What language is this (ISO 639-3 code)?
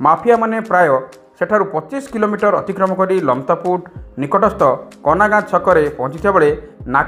ori